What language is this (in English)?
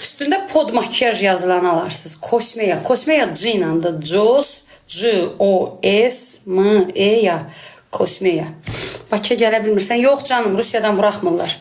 Azerbaijani